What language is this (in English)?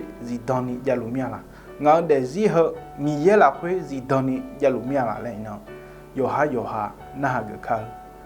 Akha